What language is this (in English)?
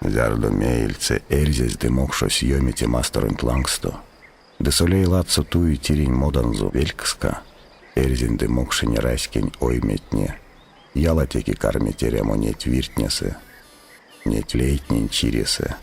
Erzya